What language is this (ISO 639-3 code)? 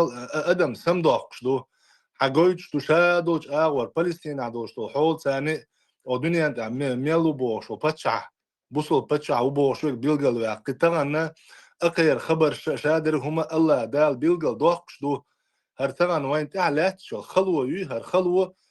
che